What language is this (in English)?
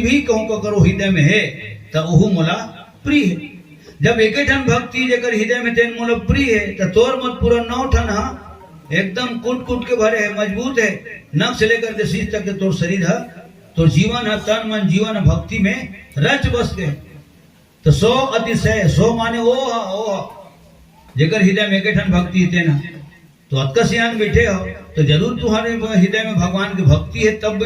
Chhattisgarhi